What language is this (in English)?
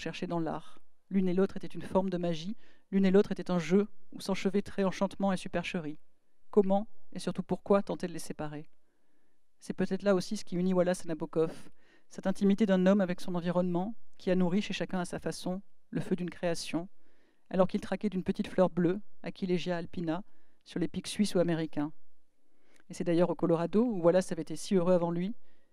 French